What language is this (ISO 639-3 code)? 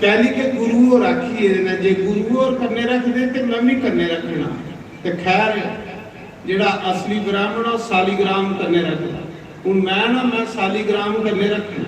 doi